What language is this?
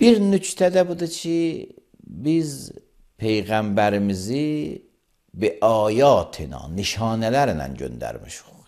Azerbaijani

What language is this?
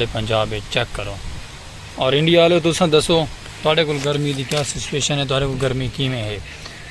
Saraiki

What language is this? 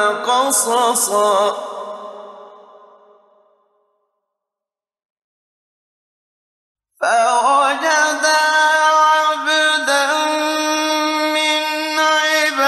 Arabic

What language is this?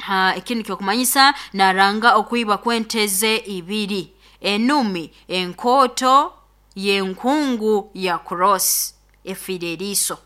Nyoro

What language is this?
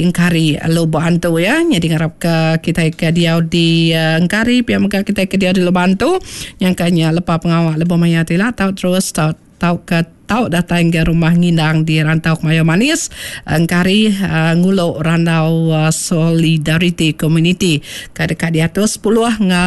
Iban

